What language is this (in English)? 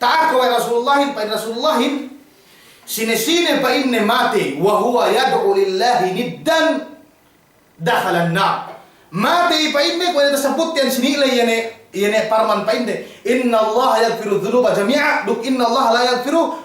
Yakan